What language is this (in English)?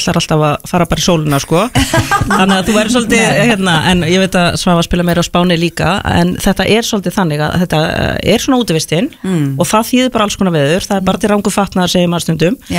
Icelandic